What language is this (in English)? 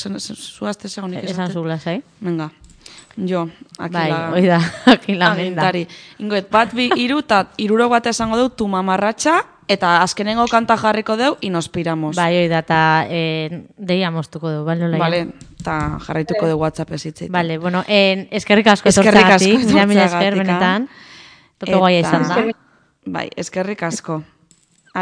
Basque